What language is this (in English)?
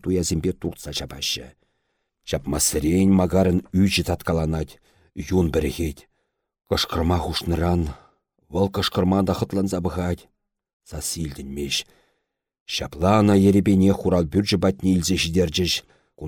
Chuvash